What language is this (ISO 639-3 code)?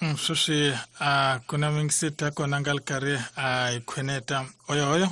tso